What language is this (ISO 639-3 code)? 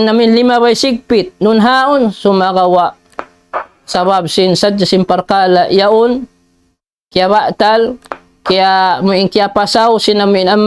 tsg